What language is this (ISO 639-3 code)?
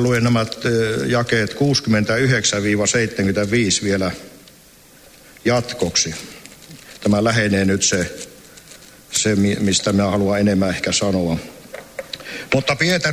fin